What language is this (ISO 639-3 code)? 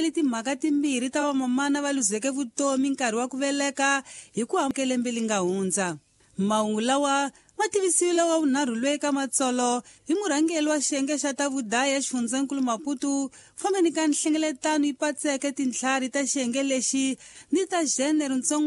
tso